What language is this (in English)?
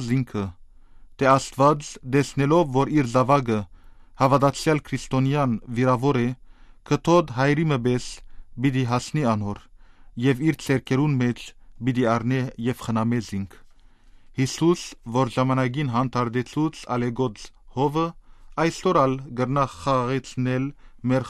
Armenian